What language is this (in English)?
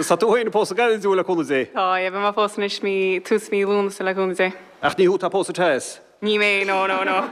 Irish